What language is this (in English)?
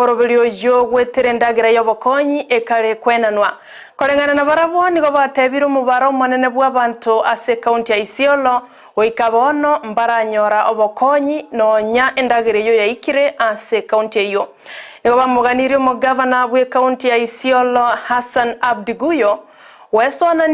Gusii